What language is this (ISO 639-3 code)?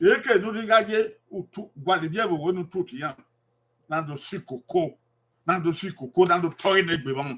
bin